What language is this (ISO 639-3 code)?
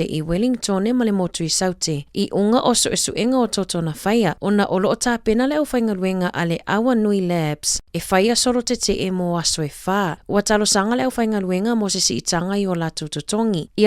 smo